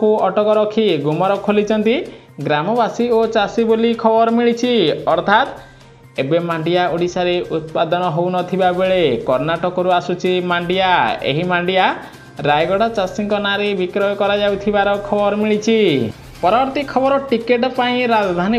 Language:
Odia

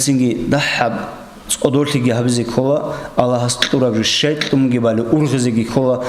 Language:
Avaric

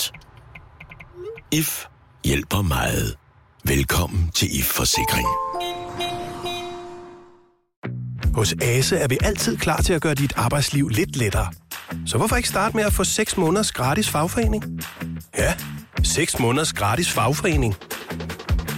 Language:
Danish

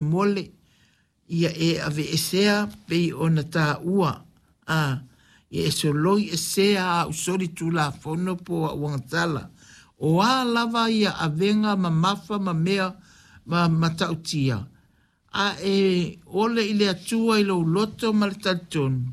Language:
Samoan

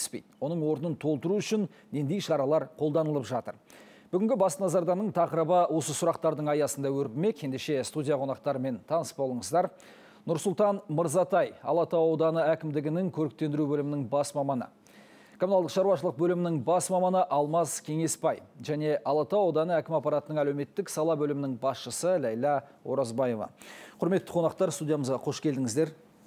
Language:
Kazakh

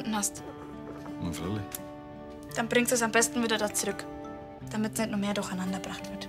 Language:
Bavarian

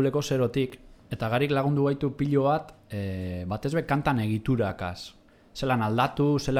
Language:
Basque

